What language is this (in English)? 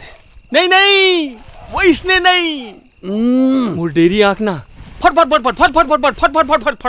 Chhattisgarhi